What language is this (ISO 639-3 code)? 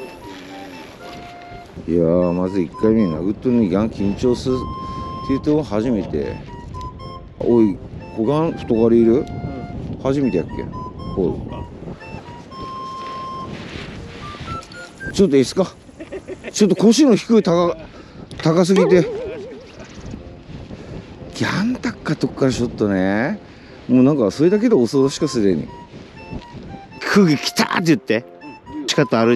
jpn